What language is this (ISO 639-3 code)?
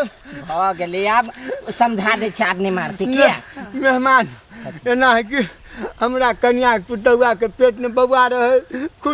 mai